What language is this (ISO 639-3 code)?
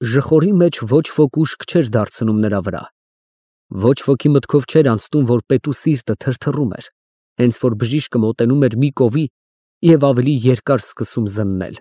hye